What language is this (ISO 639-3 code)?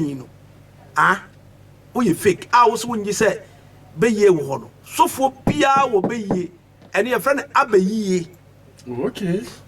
aka